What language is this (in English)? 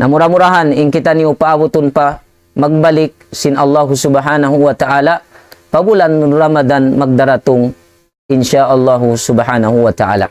Tausug